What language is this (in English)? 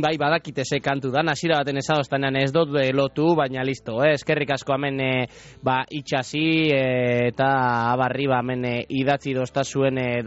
Basque